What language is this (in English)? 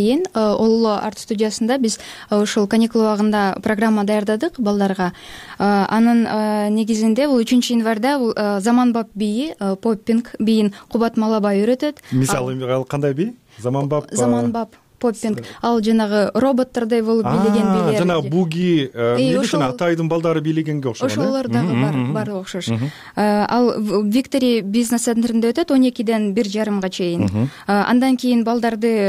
Kyrgyz